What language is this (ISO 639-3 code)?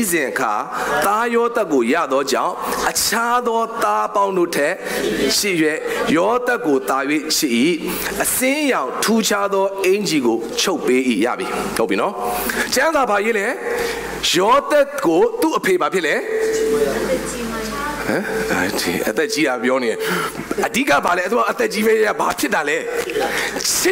mya